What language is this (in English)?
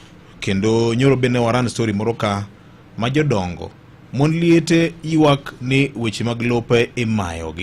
Luo (Kenya and Tanzania)